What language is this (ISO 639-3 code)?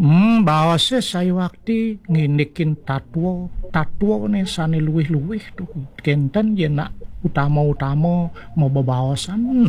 ban